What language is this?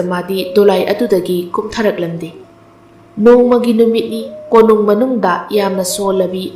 Manipuri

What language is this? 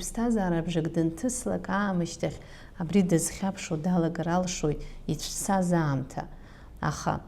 Abkhazian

